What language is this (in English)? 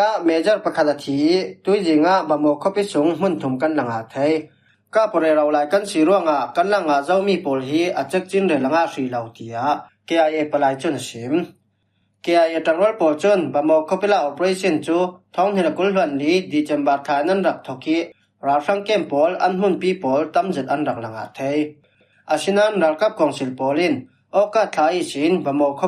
Falam Chin